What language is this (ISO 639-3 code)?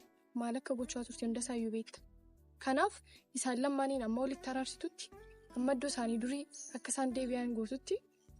orm